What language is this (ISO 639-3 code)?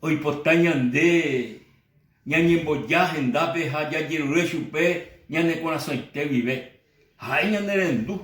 grn